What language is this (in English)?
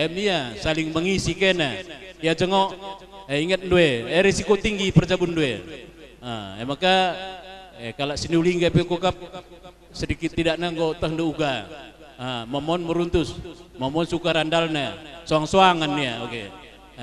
Batak Karo